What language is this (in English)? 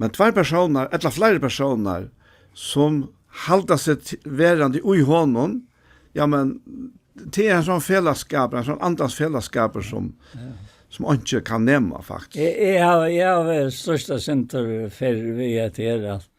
Faroese